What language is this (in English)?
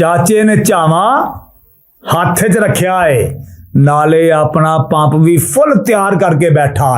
Western Panjabi